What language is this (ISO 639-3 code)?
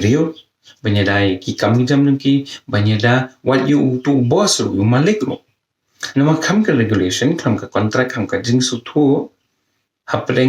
kha